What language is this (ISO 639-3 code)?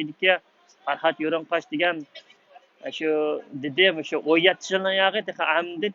uig